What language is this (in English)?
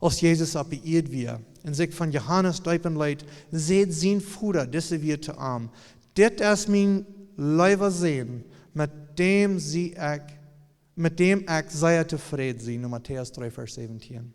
Plautdietsch